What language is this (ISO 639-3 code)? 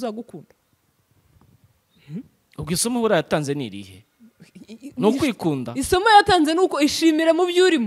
kin